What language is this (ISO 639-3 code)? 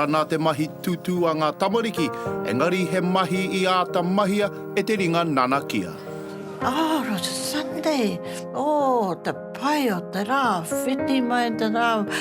mri